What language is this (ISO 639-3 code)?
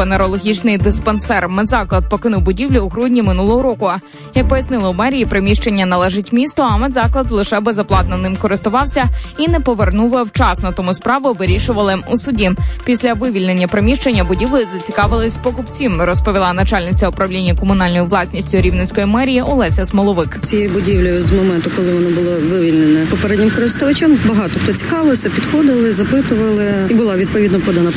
ukr